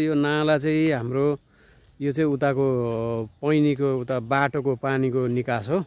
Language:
Nepali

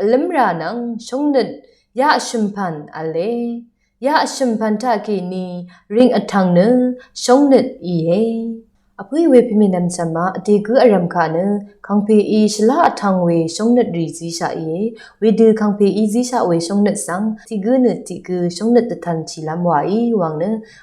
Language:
Rawang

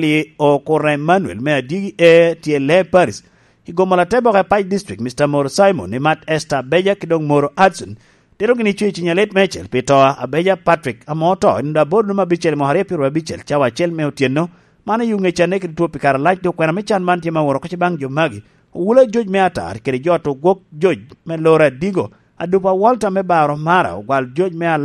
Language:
Lango (Uganda)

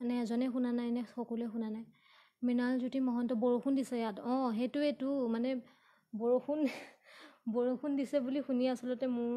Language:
Assamese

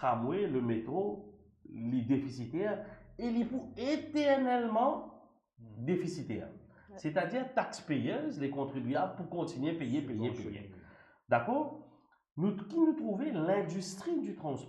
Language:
Morisyen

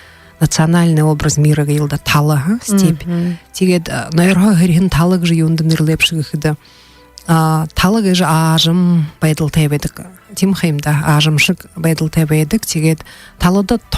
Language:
Buriat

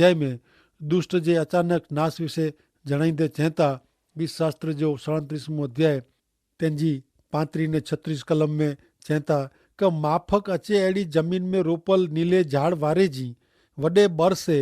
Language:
Kachhi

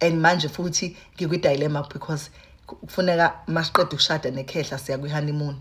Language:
Zulu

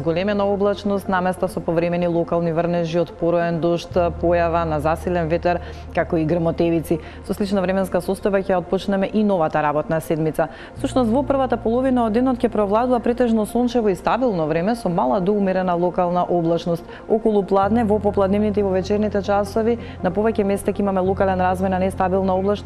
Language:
Macedonian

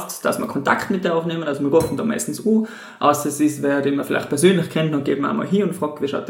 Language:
German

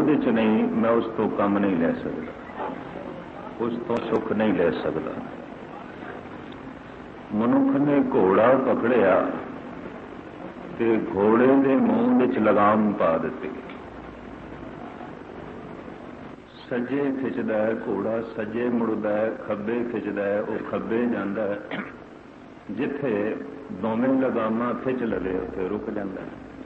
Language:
Punjabi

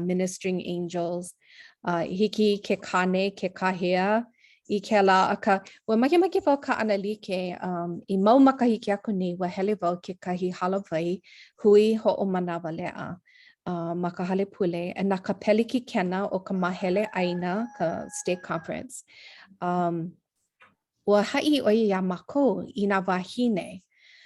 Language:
Hawaiian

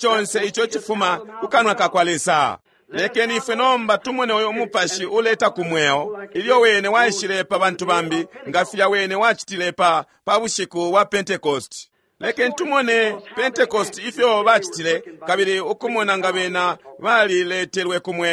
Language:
Bemba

